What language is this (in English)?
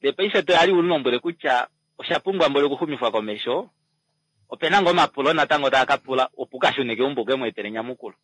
Kuanyama